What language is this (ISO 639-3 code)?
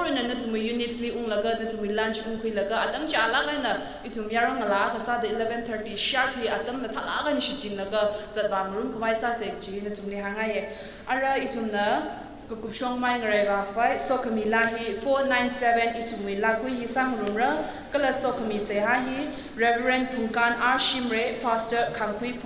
nmf